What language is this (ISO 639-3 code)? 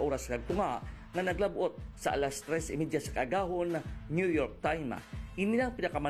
hil